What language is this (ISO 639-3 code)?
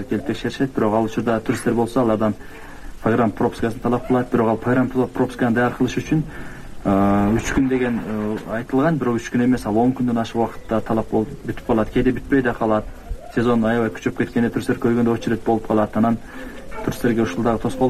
kir